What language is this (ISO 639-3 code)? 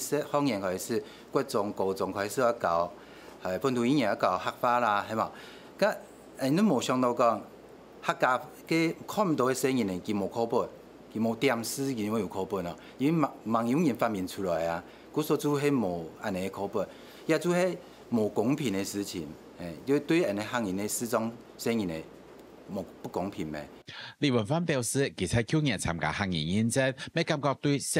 hak